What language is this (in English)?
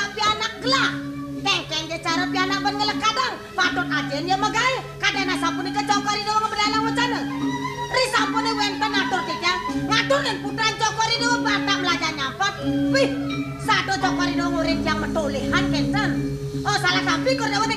Balinese